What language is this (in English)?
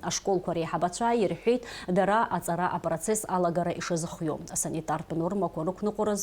Abkhazian